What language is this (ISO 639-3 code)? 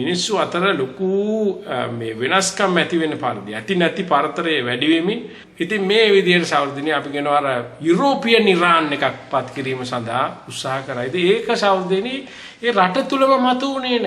sin